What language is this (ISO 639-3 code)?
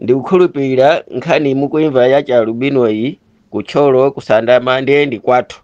nya